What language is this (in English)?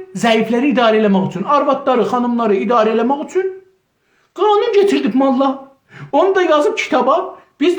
South Azerbaijani